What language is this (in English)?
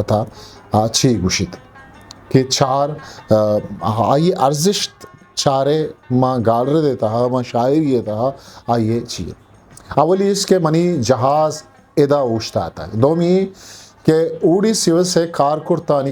Eastern Balochi